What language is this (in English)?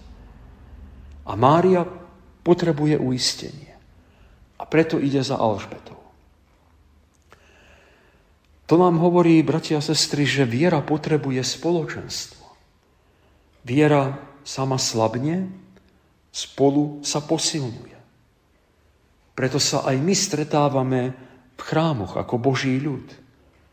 Slovak